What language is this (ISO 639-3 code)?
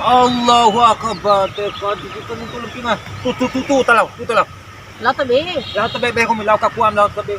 bhp